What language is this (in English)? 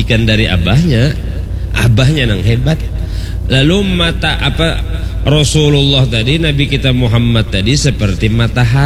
Banjar